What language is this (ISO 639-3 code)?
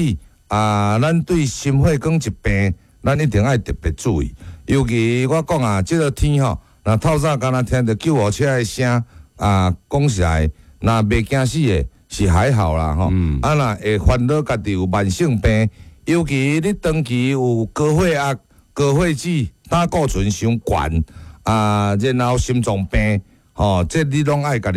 nan